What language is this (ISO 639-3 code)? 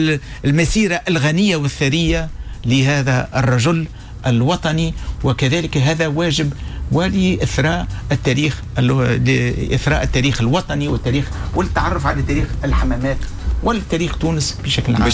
aeb